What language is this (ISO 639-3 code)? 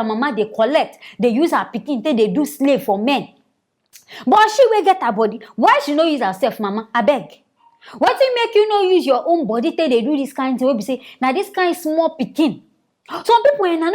pcm